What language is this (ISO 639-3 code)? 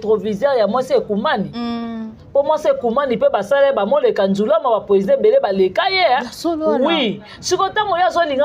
lin